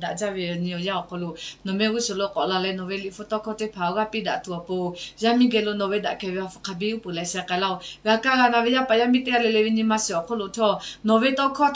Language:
Lahu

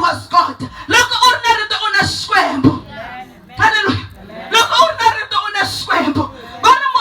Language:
Tsonga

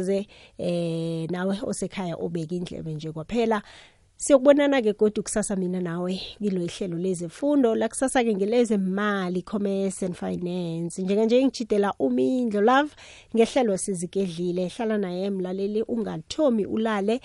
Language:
South Ndebele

